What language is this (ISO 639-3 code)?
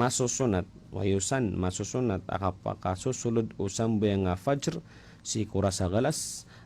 mrw